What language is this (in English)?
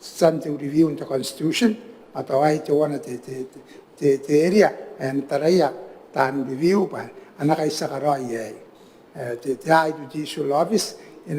Gilbertese